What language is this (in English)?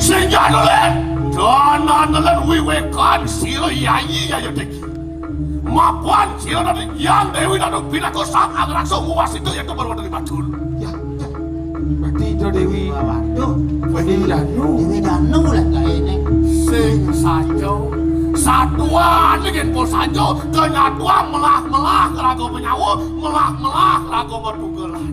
Balinese